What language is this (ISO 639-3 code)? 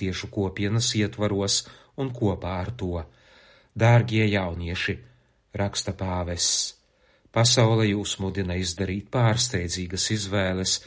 lav